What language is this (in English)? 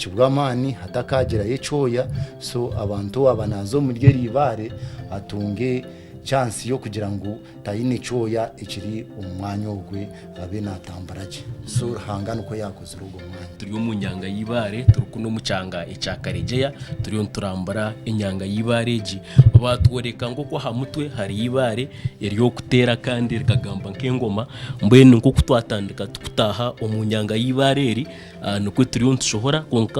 Nyankole